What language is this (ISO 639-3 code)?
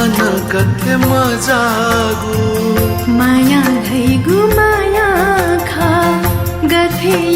new